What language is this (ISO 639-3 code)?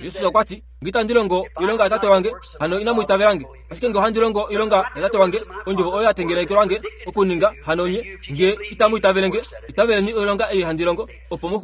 kua